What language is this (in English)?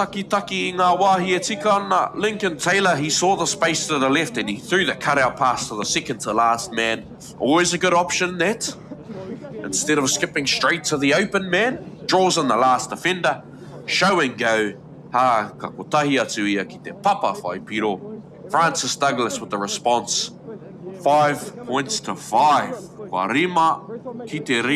Māori